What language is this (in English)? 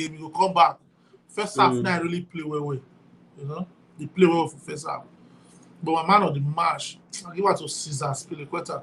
Nigerian Pidgin